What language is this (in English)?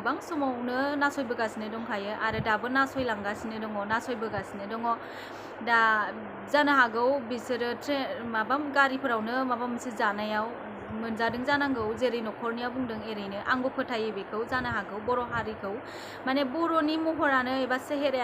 Bodo